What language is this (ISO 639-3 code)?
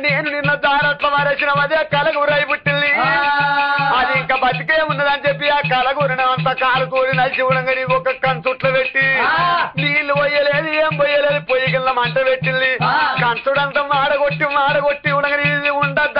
tel